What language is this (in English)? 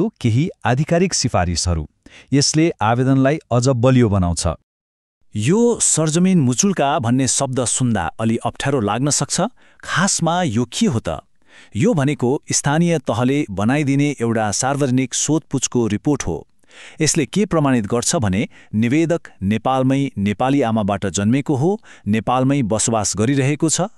Nepali